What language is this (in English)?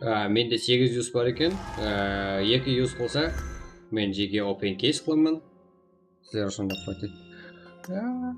Kara-Kalpak